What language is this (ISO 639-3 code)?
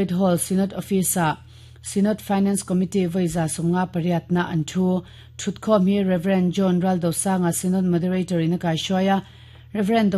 lus